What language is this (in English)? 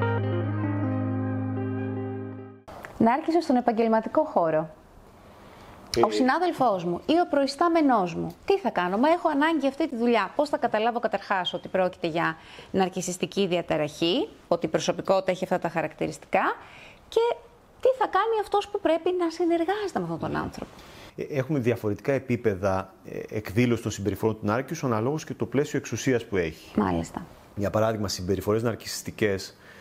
Greek